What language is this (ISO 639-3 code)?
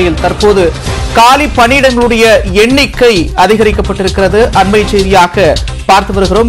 tam